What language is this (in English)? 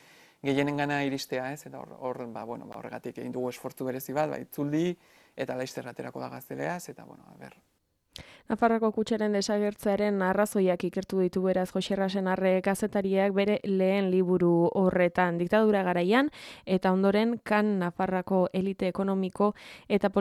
Basque